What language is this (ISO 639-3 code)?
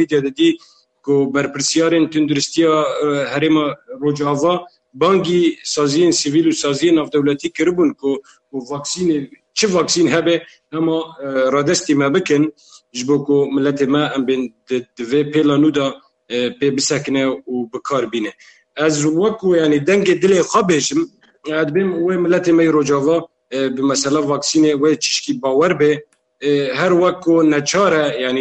kur